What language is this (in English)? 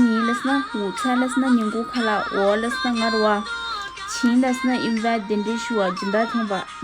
Tibetan